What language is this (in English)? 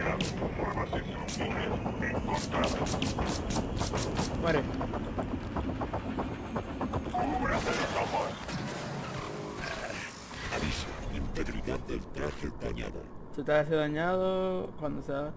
Spanish